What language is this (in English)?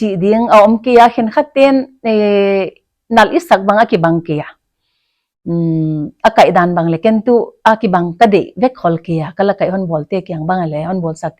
Paite Chin